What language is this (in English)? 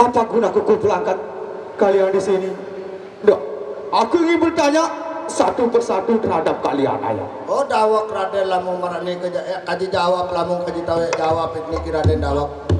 Sasak